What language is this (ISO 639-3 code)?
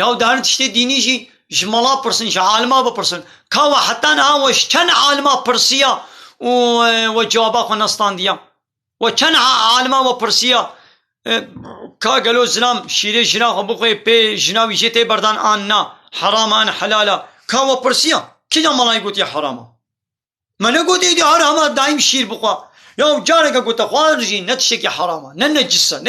kur